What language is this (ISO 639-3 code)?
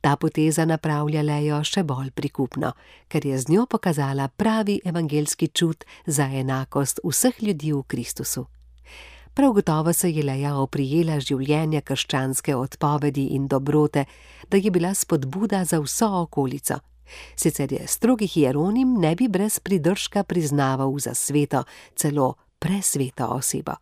slv